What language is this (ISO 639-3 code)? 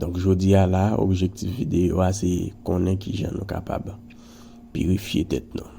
hat